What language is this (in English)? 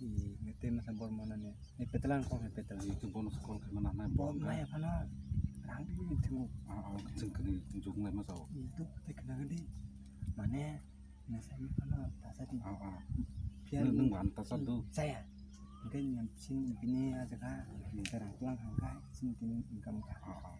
Kok Borok